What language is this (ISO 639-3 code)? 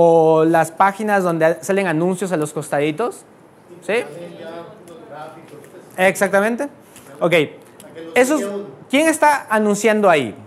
spa